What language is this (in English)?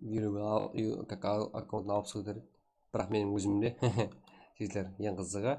Kara-Kalpak